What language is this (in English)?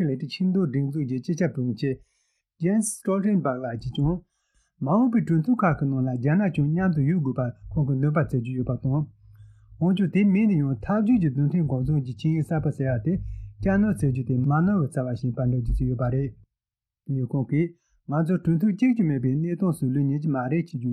Tibetan